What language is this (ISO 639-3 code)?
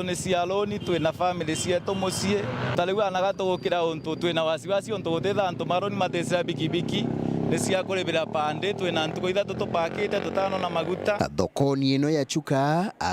mer